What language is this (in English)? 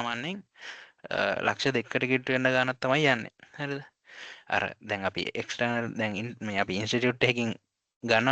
Sinhala